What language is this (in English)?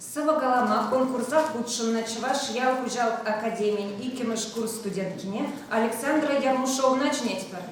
Chuvash